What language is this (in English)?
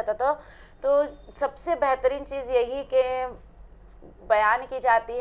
Urdu